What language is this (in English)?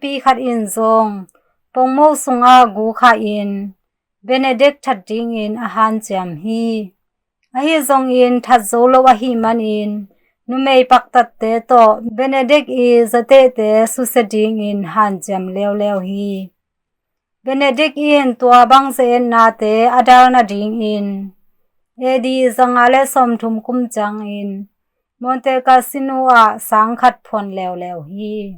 Tedim Chin